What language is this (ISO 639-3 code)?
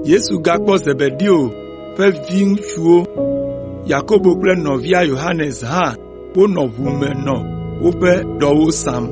ewe